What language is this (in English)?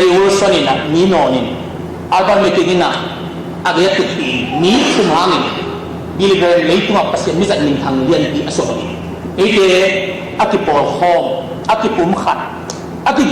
Tedim Chin